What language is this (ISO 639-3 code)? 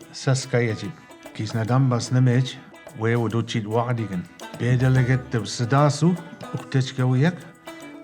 mic